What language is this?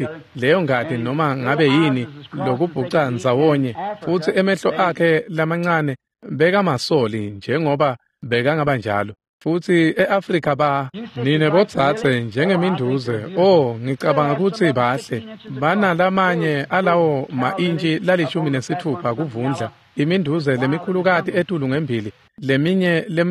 Swati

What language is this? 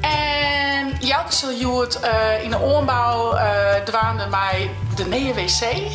Western Frisian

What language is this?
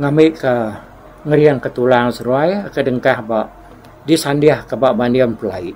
Iban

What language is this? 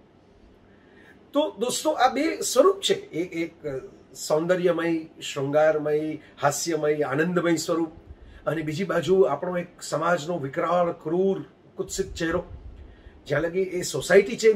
Gujarati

